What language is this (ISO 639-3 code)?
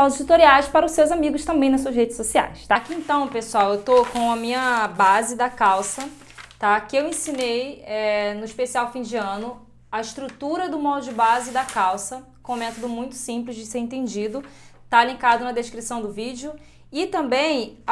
por